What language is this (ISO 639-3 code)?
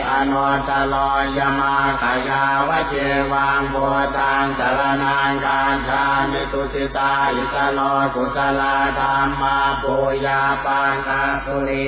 pli